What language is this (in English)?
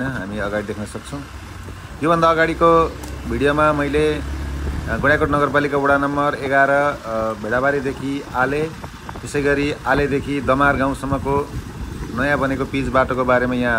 Nepali